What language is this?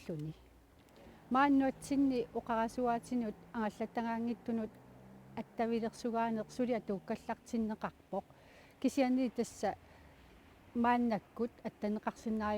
Kalaallisut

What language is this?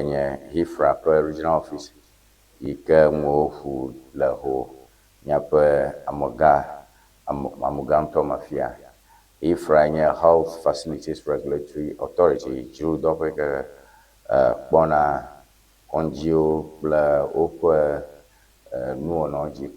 Ewe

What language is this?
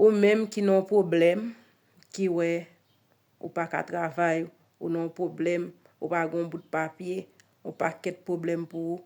Haitian Creole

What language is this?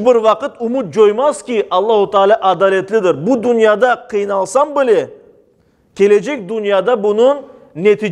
Crimean Tatar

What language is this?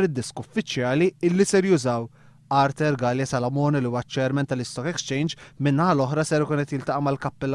Maltese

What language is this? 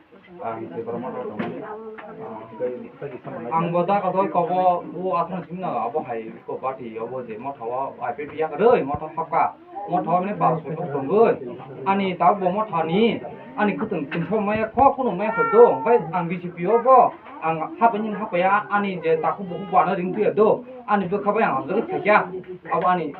Kok Borok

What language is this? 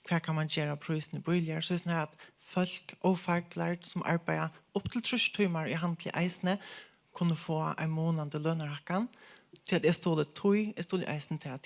Faroese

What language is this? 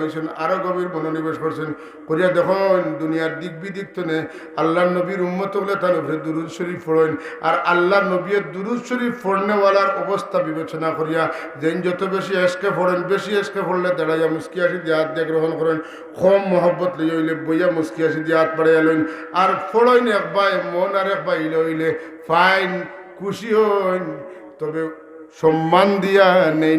Sylheti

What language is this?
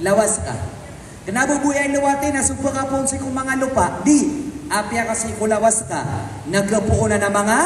Maranao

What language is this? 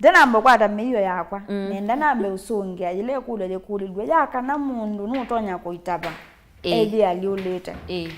Kamba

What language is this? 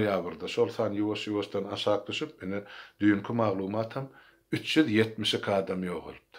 Turkmen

